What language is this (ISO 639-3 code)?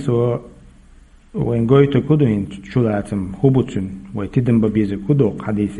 che